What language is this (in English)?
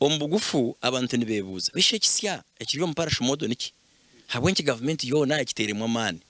Nyankole